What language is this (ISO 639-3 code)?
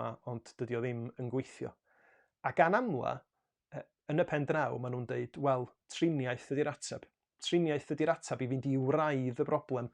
cym